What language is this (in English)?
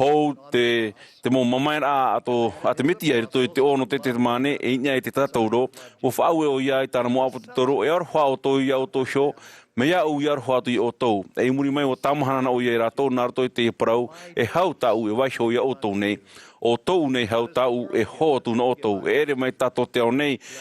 Tahitian